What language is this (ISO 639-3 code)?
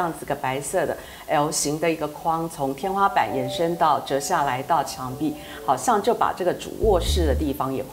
zho